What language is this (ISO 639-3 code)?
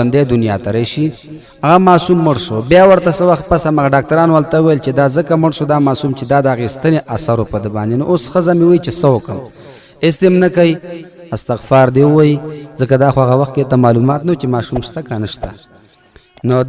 pus